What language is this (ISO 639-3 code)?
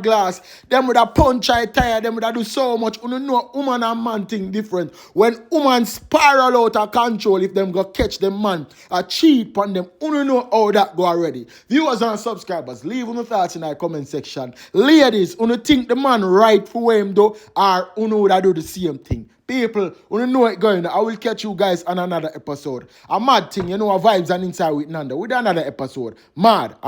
jam